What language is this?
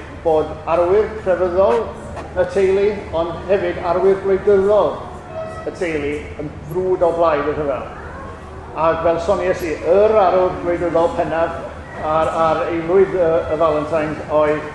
Welsh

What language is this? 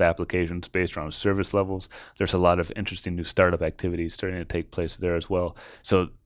English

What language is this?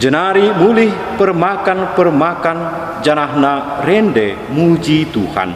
Batak Karo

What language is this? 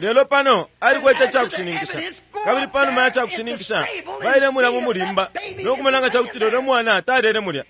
Bemba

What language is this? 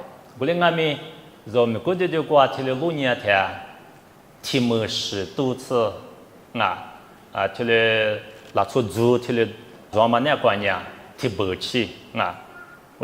Lisu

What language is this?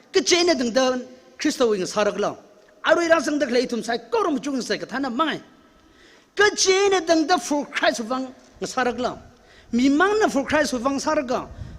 Tangkhul Naga (India)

